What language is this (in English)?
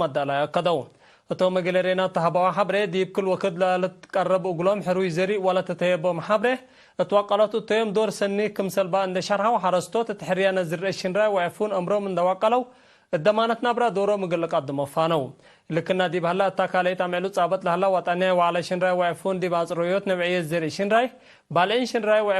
Tigre